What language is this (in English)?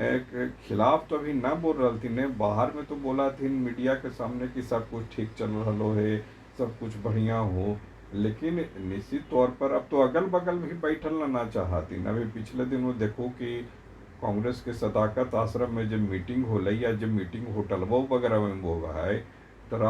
Magahi